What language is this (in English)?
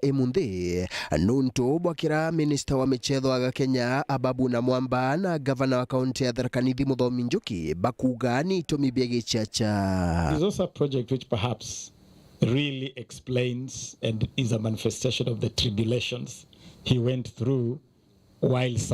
Meru